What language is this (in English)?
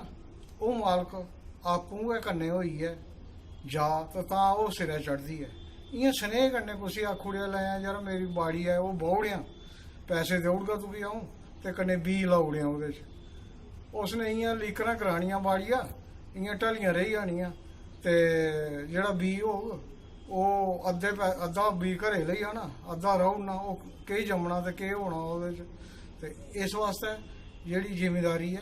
Dogri